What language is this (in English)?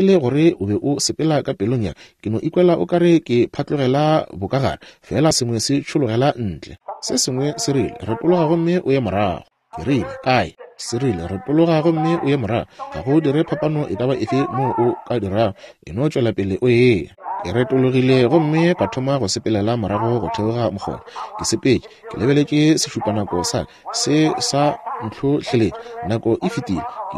Northern Sotho